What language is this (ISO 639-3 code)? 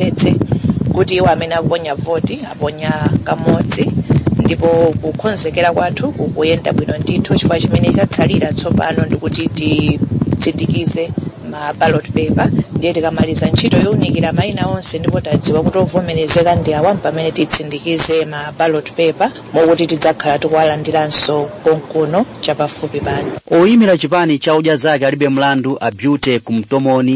nya